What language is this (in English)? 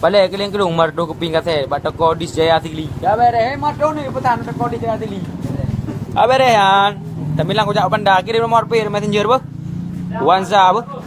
Achinese